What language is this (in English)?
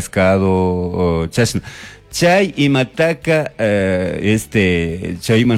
Chimborazo Highland Quichua